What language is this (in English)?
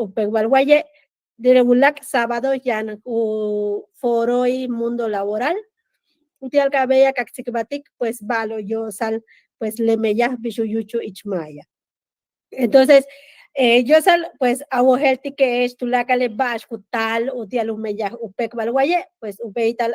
Yucateco